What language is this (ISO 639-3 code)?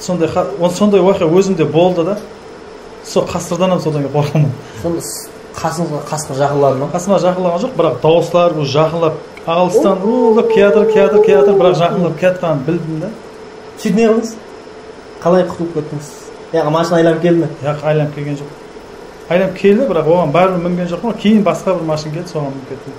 kaa